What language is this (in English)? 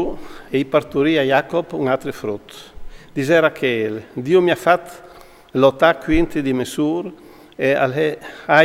Friulian